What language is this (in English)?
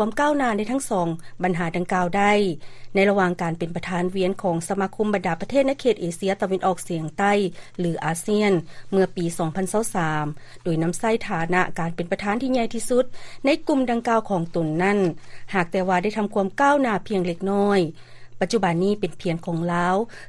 Lao